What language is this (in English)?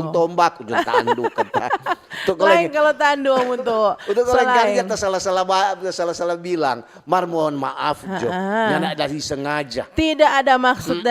Manado Malay